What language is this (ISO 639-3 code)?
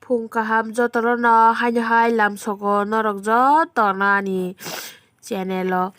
trp